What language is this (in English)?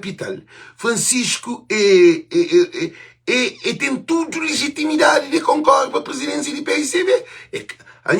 Kabuverdianu